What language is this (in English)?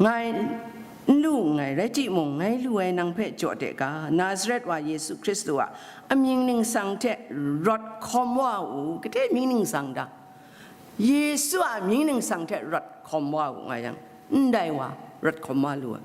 Kachin